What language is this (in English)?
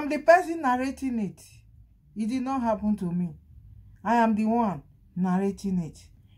Nigerian Pidgin